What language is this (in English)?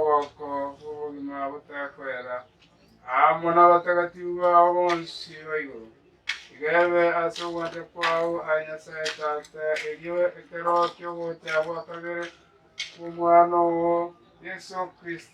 Gusii